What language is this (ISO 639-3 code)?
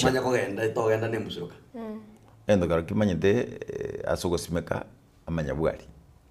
guz